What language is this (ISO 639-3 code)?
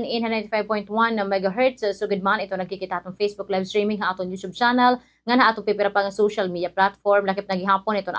war